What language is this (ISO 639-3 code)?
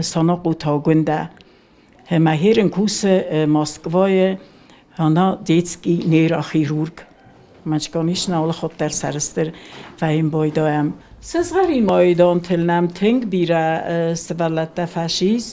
oss